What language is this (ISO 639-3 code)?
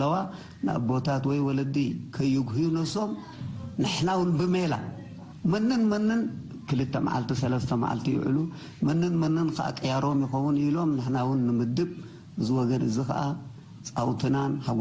tir